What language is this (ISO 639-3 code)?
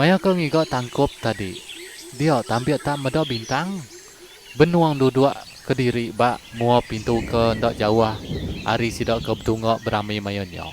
iba